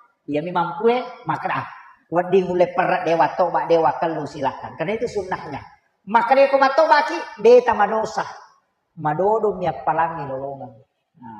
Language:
Buginese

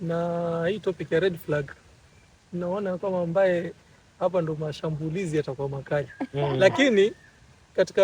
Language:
Swahili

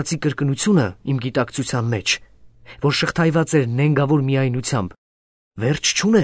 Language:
Armenian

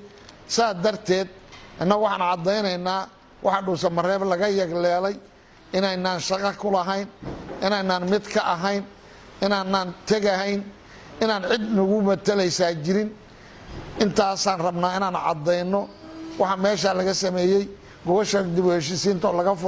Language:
Somali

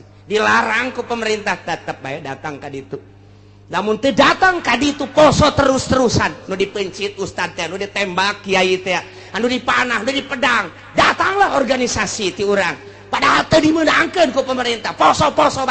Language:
Sundanese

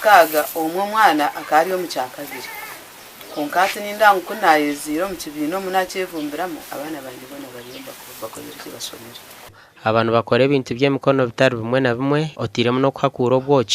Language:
Nyankole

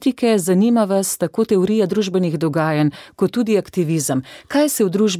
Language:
Slovenian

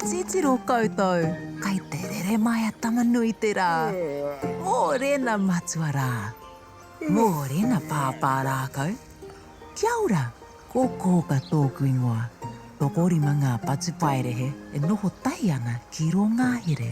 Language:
Māori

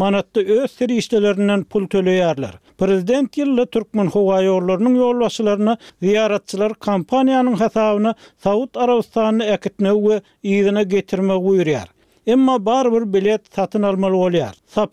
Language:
Turkmen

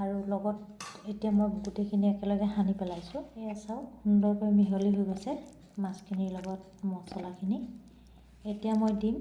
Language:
Assamese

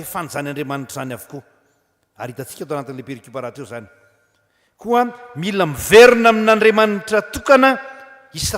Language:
Malagasy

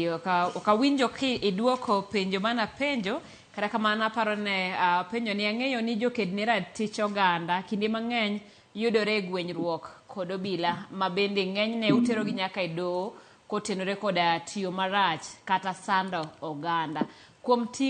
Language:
Luo (Kenya and Tanzania)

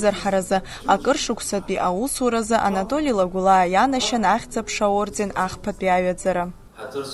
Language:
Abkhazian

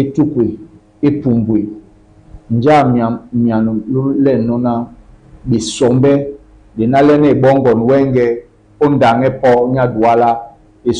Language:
Duala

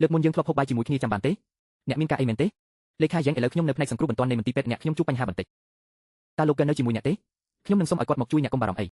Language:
Khmer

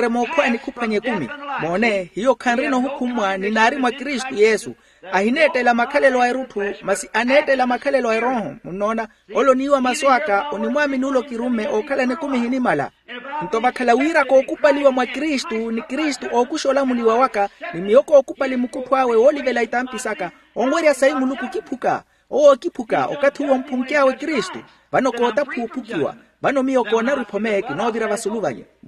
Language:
Makhuwa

